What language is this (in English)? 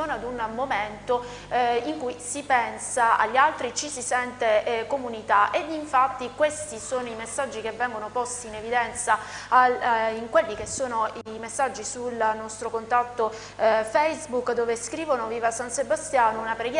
Italian